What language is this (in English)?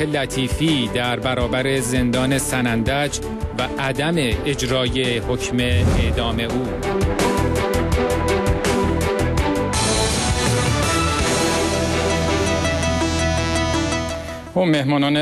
Persian